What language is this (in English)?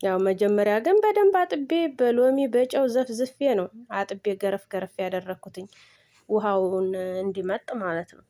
Amharic